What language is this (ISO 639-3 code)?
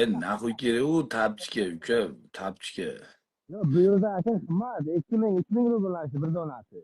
uzb